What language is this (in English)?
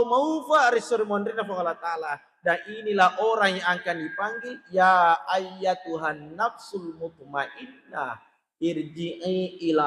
Buginese